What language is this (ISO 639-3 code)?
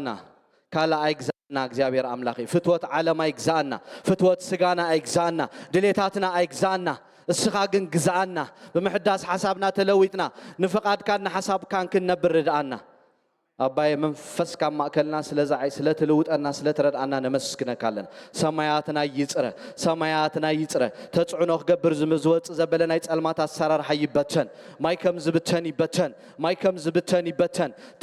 tir